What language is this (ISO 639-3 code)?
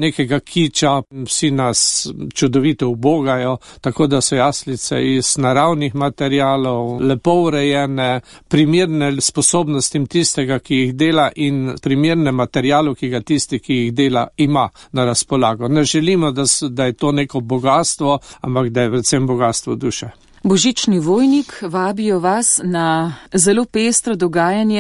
slv